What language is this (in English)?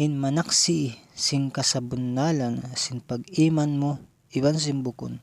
Tausug